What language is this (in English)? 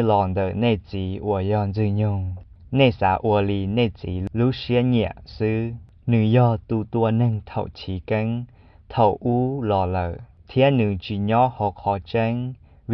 Hmong